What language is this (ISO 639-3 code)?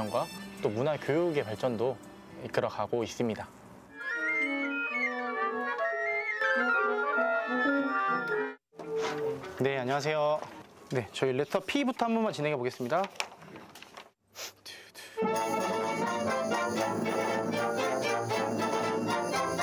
kor